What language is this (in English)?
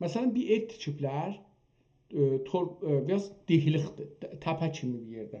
South Azerbaijani